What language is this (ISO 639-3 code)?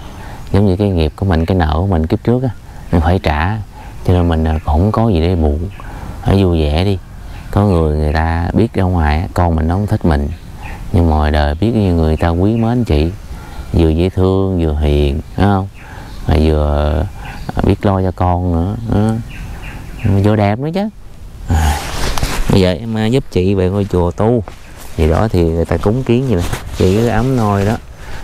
vie